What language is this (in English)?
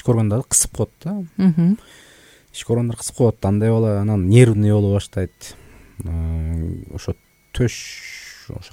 Kyrgyz